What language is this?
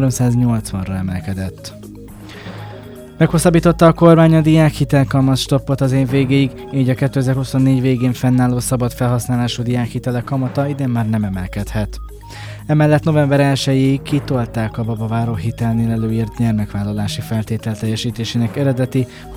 Hungarian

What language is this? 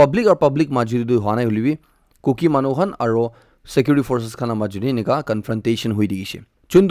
Naga Pidgin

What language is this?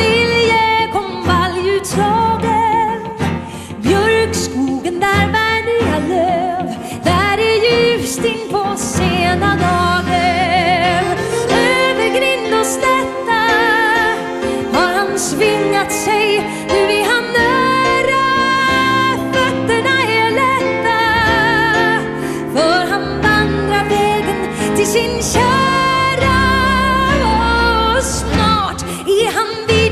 Swedish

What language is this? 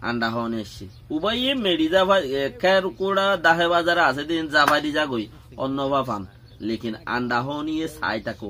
Rohingya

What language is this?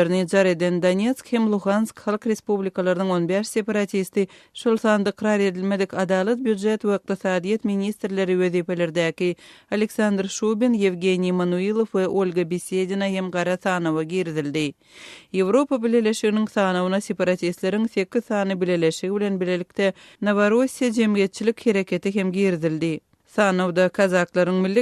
Turkmen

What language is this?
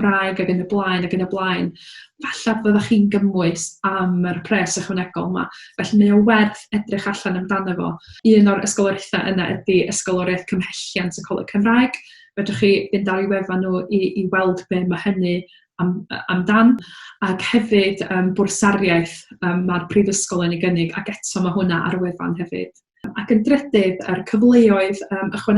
Welsh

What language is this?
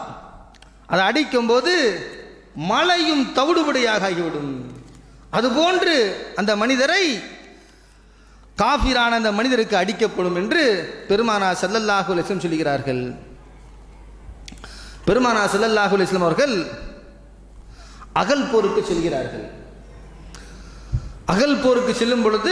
Tamil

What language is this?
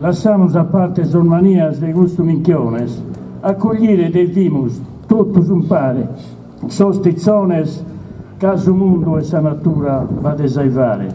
Sardinian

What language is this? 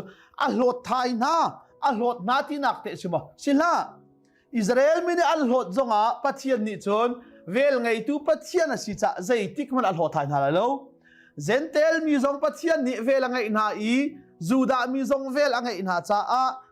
Hakha Chin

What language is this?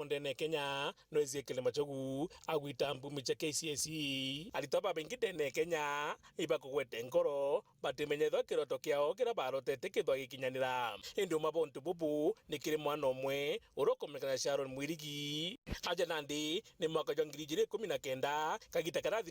Meru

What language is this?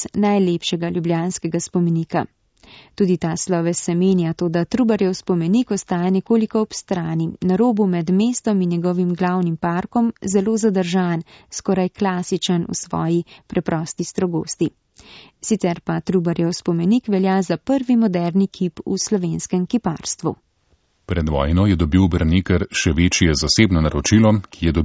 Slovenian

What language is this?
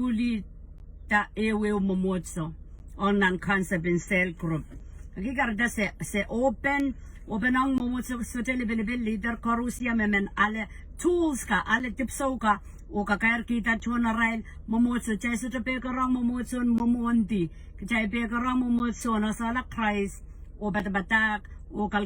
Pohnpeian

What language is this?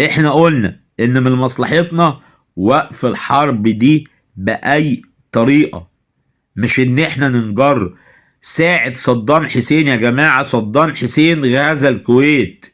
Egyptian Arabic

